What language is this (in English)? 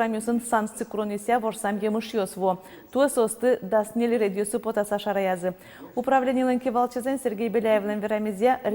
Udmurt